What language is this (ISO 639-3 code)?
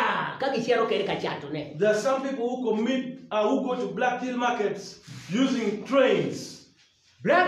ach